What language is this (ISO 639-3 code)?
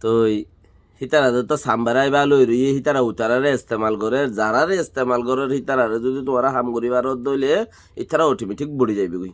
rhg